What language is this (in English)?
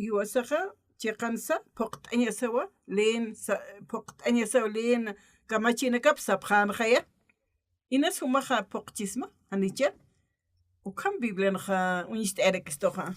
Aymara